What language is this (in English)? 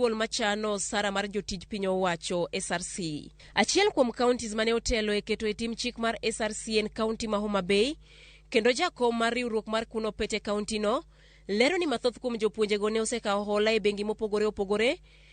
Luo (Kenya and Tanzania)